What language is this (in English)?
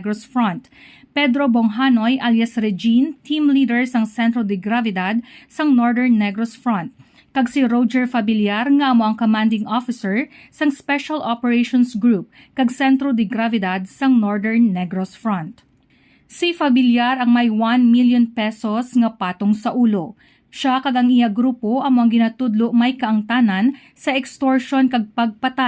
Hiligaynon